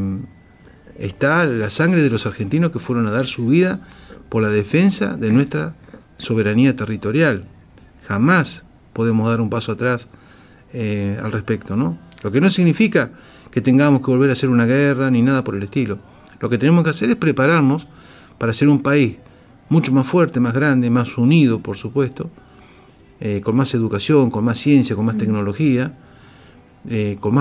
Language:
Spanish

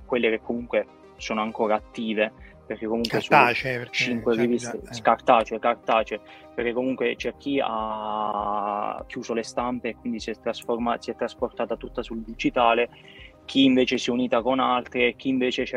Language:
Italian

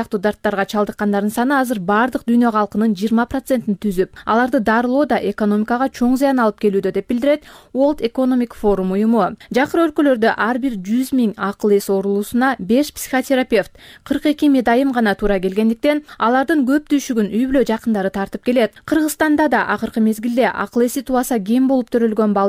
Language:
Kyrgyz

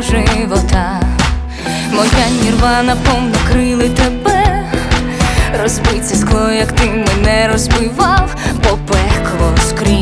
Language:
Ukrainian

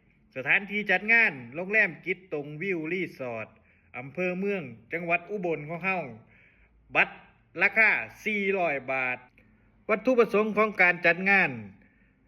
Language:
Lao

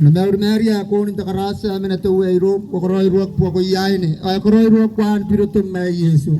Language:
Gilbertese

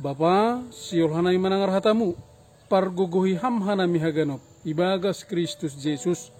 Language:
Batak Simalungun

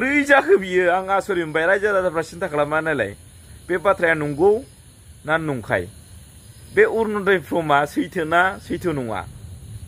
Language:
Bodo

